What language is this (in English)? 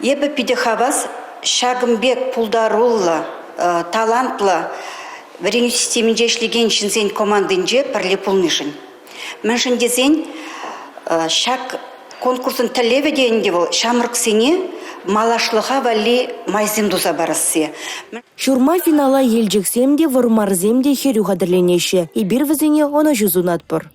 Chuvash